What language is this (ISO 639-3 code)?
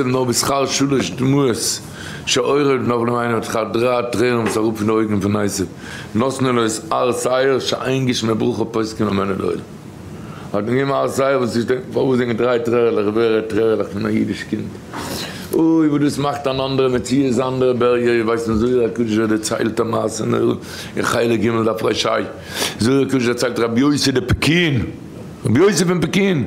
yid